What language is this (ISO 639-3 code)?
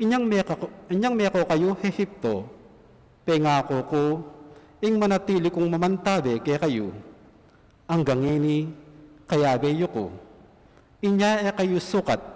pam